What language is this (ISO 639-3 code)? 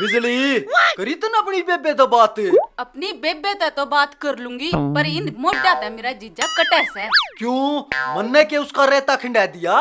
bgc